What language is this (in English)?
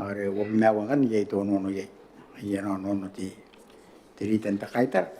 Gilbertese